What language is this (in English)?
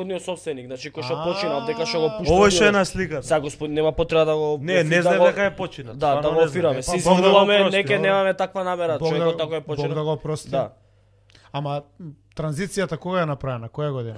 Macedonian